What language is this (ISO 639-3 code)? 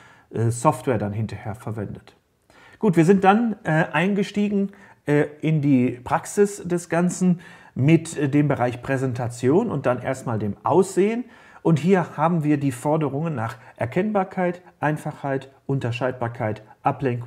deu